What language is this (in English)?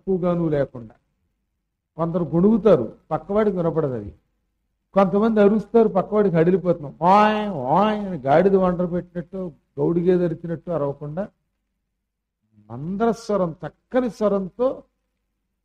Telugu